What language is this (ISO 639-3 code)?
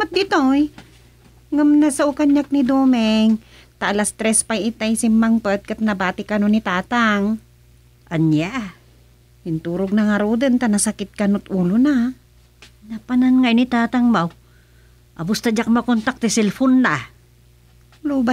ilo